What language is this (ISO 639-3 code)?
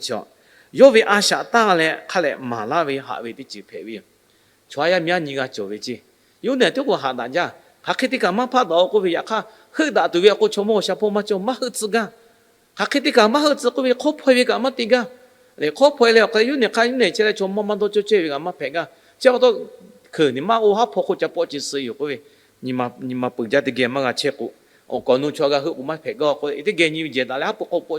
lhu